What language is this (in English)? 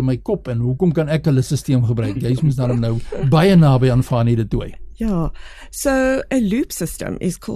Afrikaans